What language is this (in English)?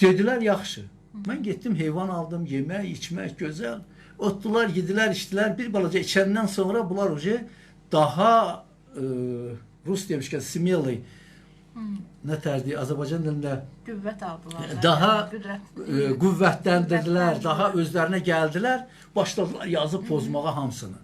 Azerbaijani